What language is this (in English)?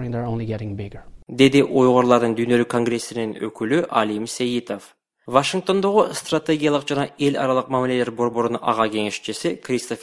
Kyrgyz